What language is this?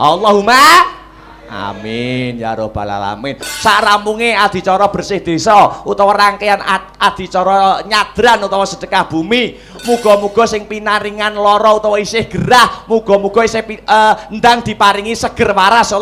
Javanese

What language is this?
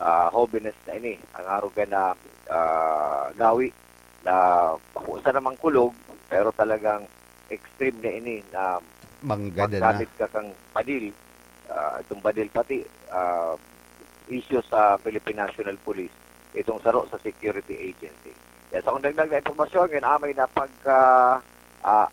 Bikol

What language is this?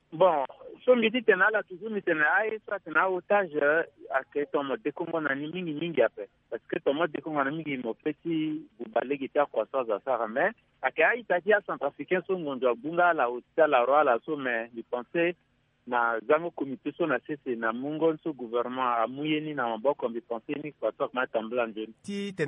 Sango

